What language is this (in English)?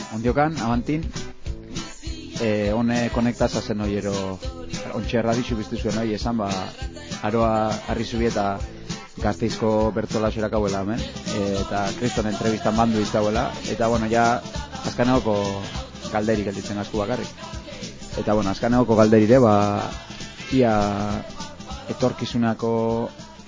Basque